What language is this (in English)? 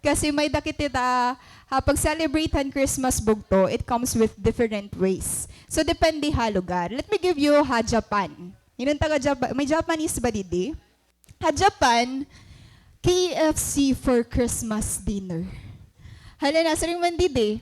Waray